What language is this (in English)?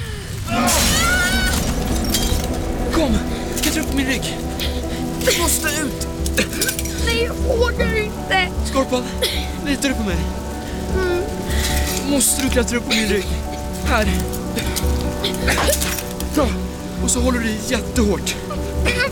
Swedish